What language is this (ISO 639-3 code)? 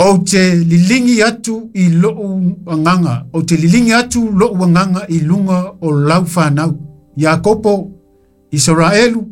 smo